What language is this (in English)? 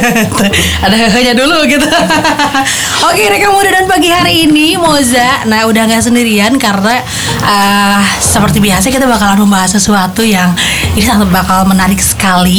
Indonesian